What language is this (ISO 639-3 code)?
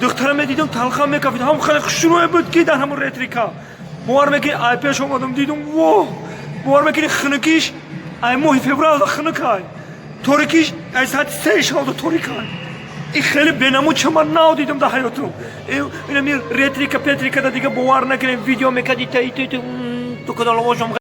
tgk